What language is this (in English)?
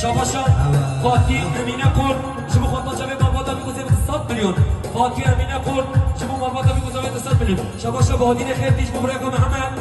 Kurdish